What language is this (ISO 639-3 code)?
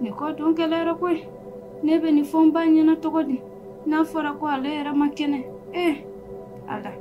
bam